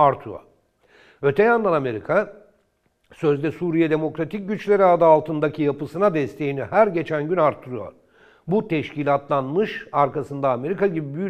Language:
Turkish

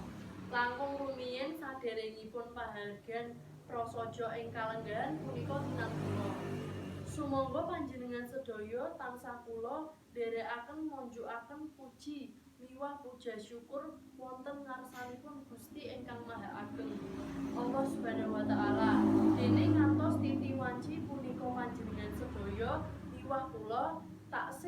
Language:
Javanese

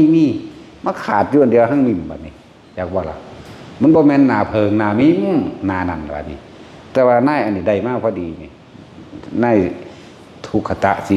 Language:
Northeastern Thai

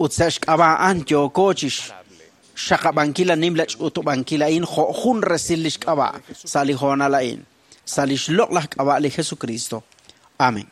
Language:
Kekchí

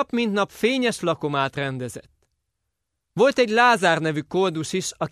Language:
Hungarian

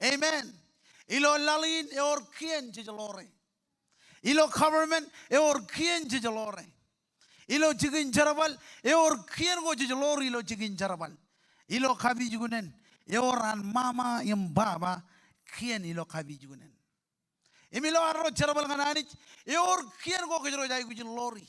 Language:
Marshallese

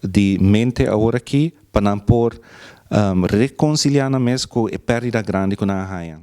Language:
Papiamento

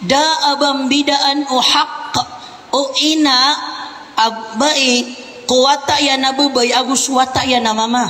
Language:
Maranao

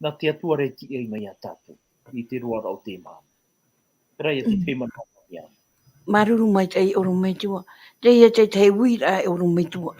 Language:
Tahitian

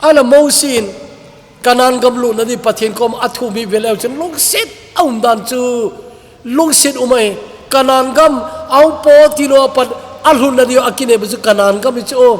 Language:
Thado Chin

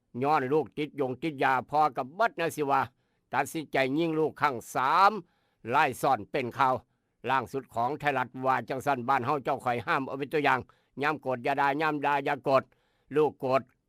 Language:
Northeastern Thai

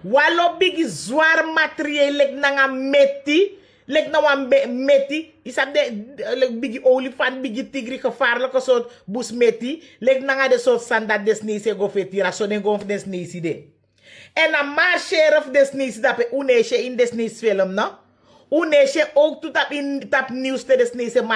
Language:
Sranan Tongo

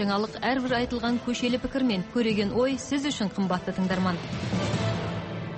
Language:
Kazakh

